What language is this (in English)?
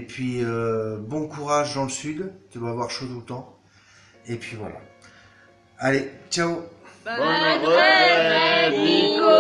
French